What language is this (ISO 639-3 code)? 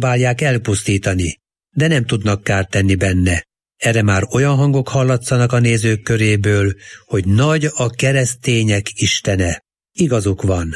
hun